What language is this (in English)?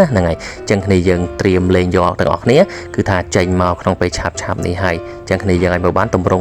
Khmer